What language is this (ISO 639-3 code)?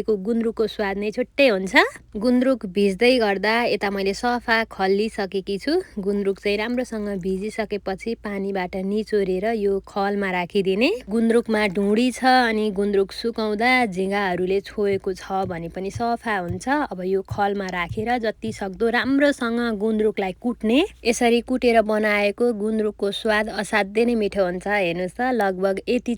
nep